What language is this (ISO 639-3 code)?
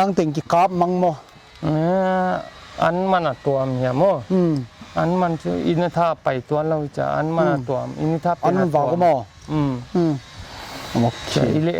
pck